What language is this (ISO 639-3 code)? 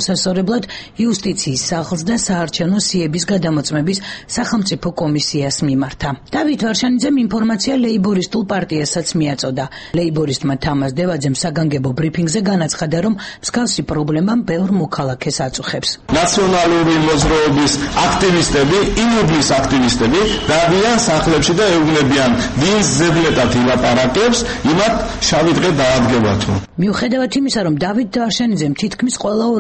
kat